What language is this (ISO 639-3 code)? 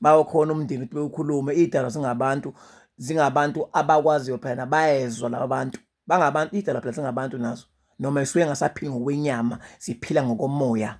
zul